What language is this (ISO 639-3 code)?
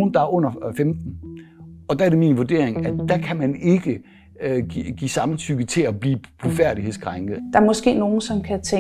dan